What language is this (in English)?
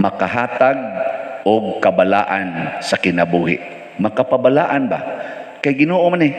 Cebuano